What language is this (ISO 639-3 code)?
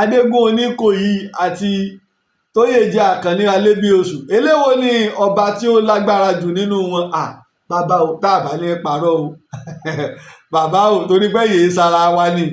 yor